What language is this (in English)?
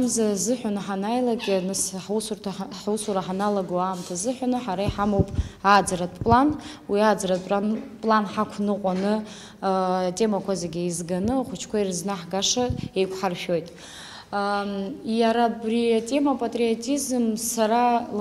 Abkhazian